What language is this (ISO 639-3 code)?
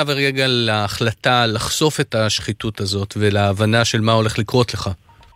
heb